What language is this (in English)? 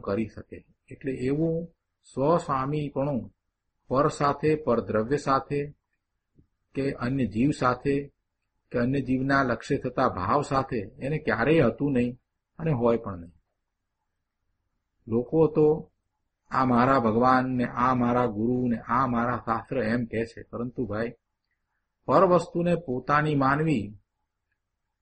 Gujarati